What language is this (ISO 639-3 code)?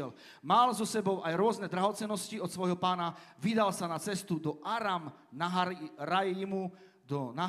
slk